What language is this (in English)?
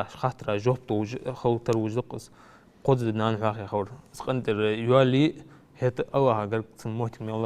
Ingush